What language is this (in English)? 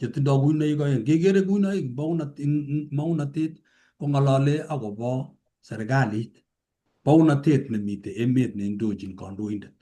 Kalenjin